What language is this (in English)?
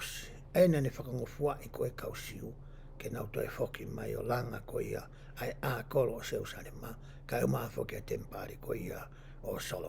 Tongan